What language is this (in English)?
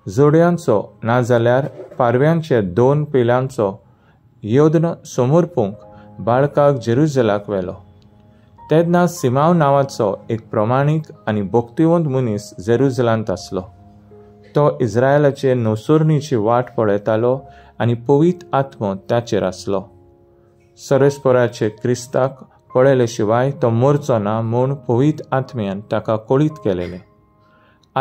Konkani